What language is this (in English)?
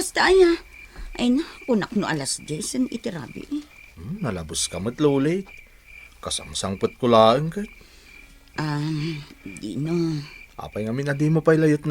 Iloko